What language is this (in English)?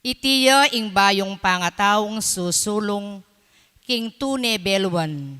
Pampanga